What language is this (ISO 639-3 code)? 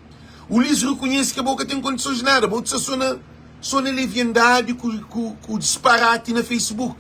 kea